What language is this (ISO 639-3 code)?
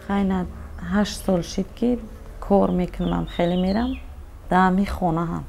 tgk